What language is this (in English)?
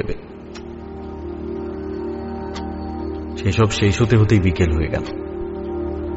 Bangla